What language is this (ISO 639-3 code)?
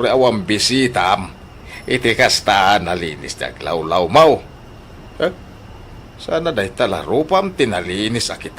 ilo